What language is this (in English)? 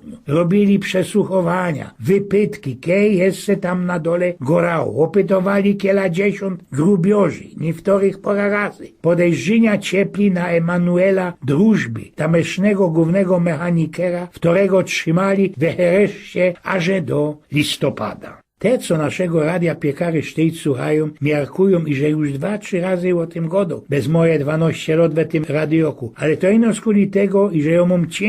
Silesian